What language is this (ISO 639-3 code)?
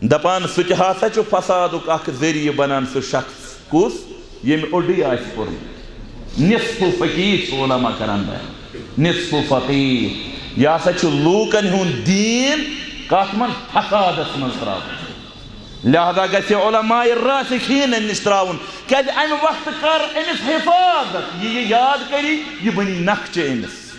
kas